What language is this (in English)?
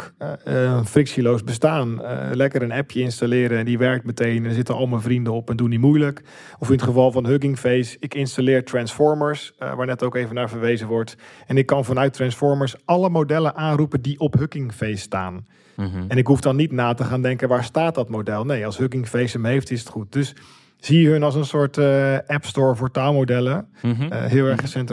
Dutch